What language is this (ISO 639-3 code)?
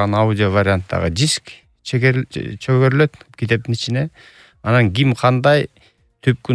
kir